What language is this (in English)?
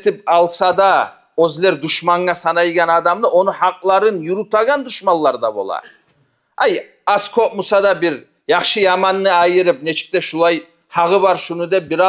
Kumyk